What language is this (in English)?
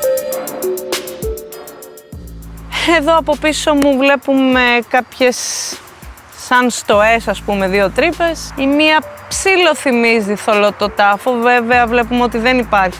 Greek